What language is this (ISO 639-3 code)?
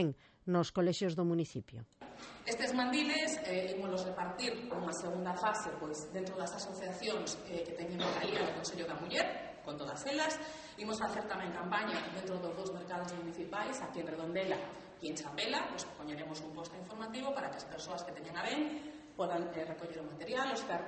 glg